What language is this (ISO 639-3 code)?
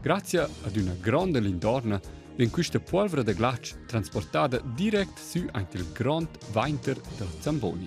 roh